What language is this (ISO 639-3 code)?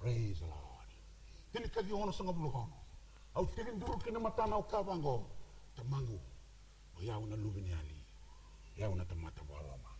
fij